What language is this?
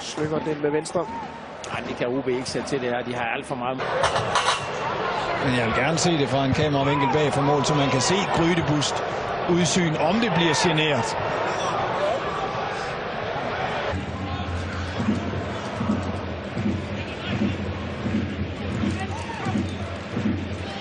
Danish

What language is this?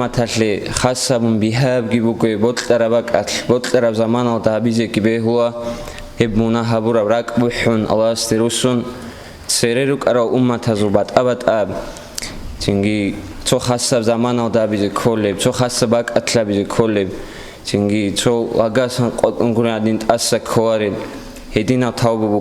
Avaric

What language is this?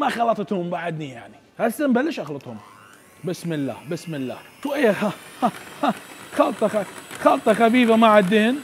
Mesopotamian Arabic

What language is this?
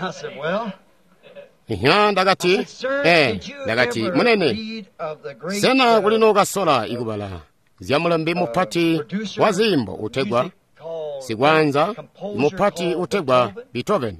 Tonga (Zambia)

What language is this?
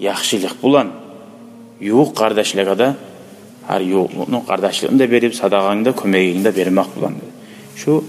Kumyk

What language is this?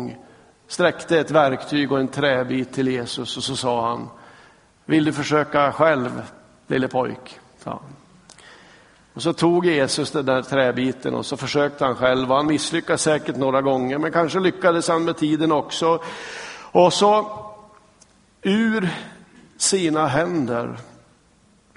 Swedish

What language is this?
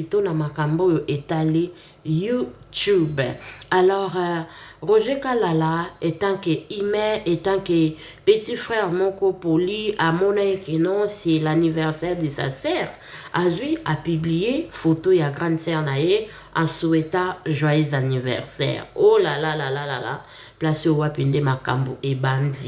Lingala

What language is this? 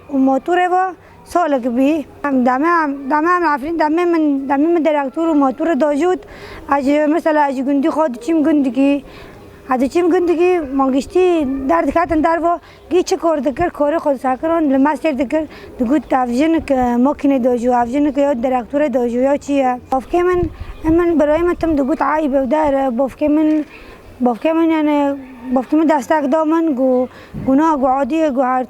Kurdish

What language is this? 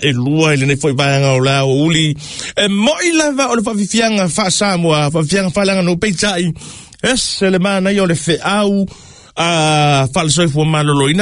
Samoan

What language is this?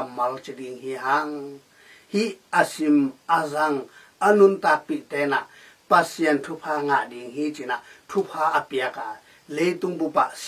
Tedim Chin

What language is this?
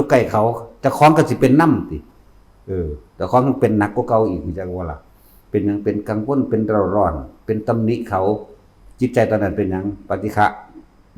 Northeastern Thai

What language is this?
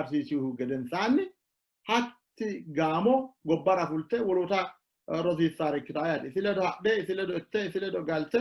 Sidamo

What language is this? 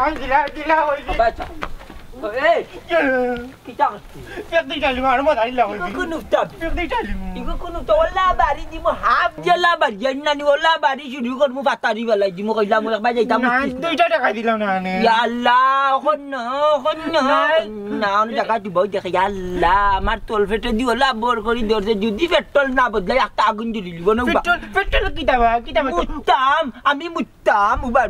Sylheti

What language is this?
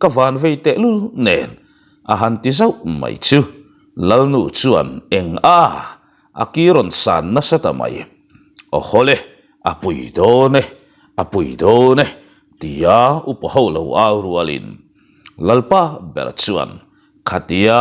Mizo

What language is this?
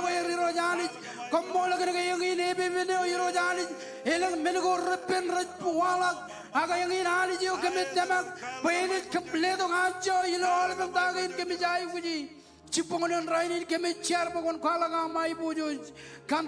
Marshallese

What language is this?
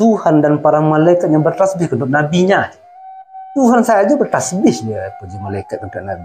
Minangkabau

